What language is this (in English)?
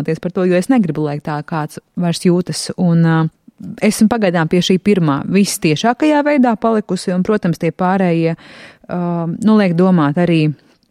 Latvian